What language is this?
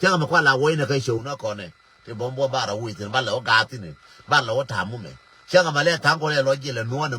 Nuer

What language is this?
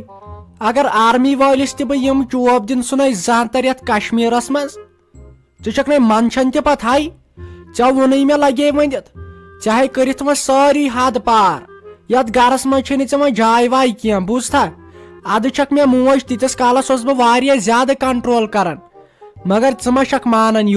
Kashmiri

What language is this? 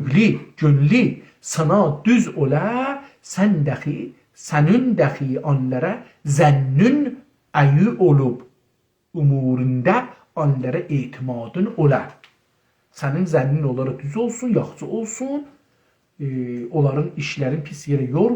South Azerbaijani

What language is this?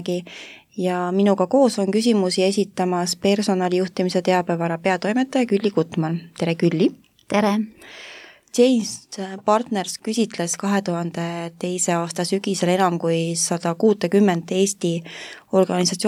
Estonian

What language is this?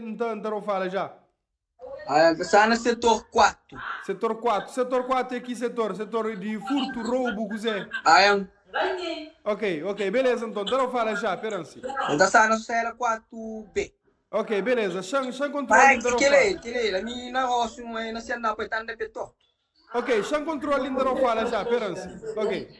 Kabuverdianu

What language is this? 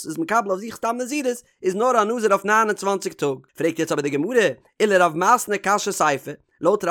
Yiddish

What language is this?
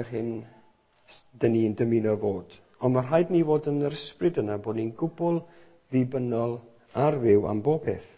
Welsh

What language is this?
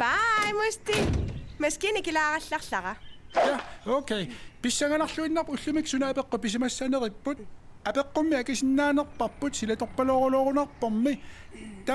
Kalaallisut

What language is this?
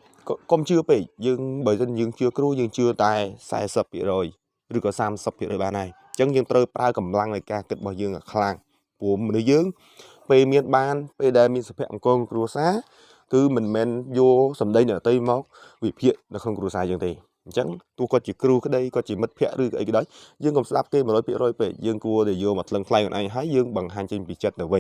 Khmer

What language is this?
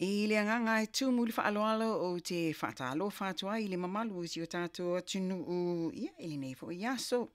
Samoan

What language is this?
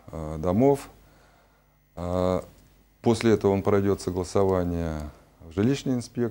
Russian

